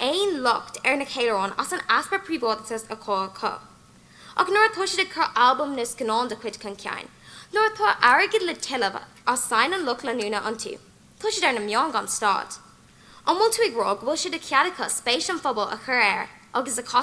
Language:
Irish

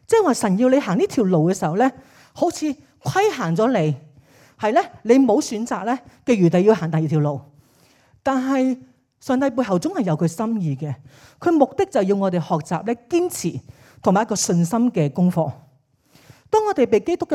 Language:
Cantonese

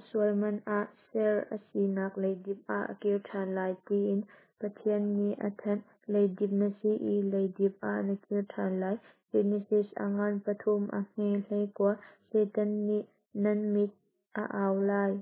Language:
Hakha Chin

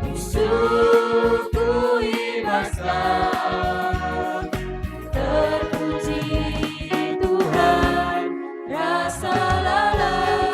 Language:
Batak Karo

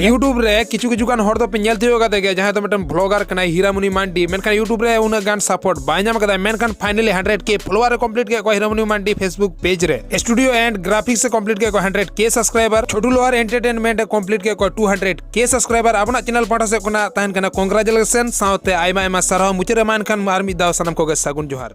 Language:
Santali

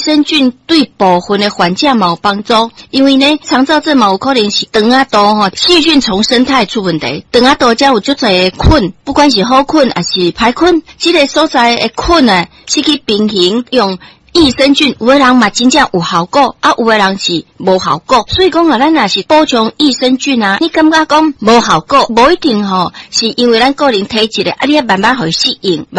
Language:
Min Nan Chinese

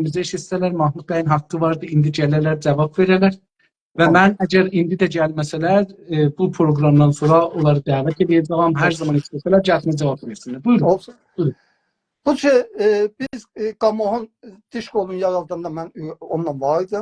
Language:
South Azerbaijani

